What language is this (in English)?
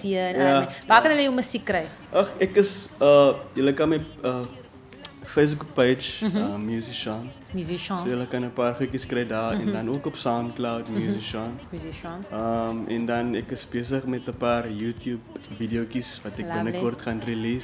Afrikaans